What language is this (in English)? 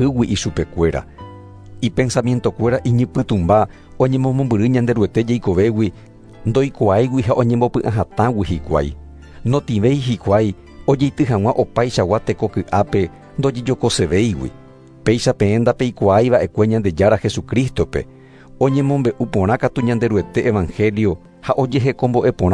Guarani